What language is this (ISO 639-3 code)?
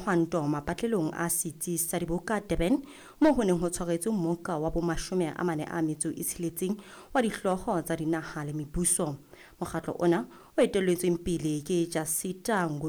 sot